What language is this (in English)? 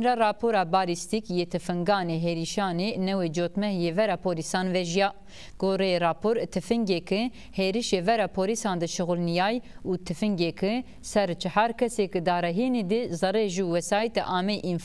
Zaza